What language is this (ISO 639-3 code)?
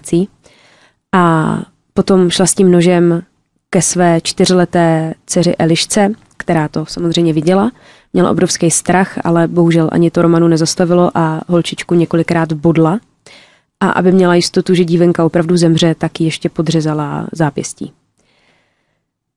ces